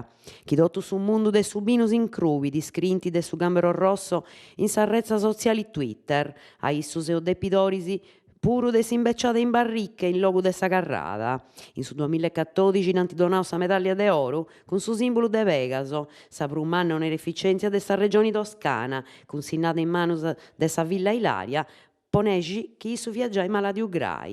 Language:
Sardinian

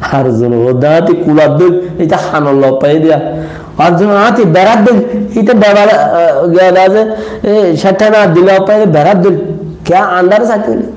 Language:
Rohingya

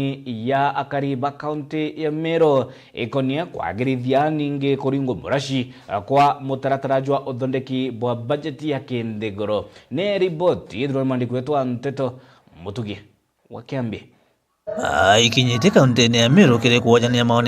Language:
Meru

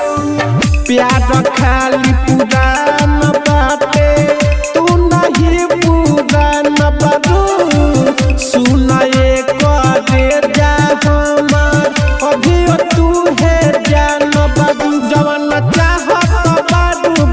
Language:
Bhojpuri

